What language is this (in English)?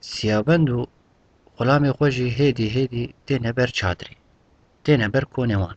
Kurdish